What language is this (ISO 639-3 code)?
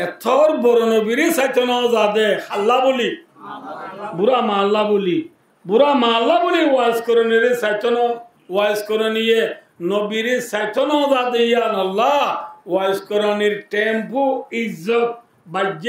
rhg